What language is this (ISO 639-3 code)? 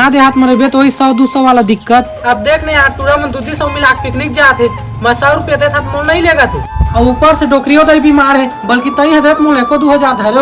hne